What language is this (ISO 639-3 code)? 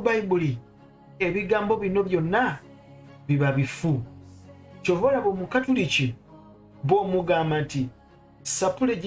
lug